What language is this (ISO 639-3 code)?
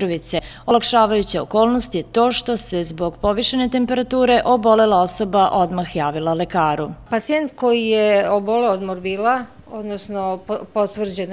srp